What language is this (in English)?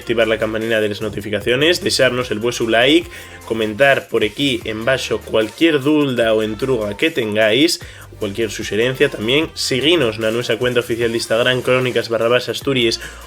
Asturian